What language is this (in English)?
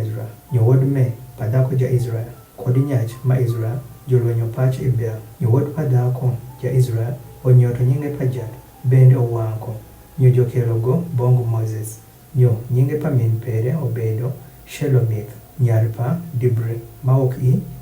Adhola